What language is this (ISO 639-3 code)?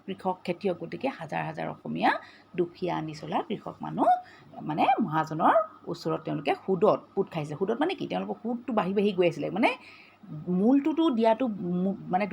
asm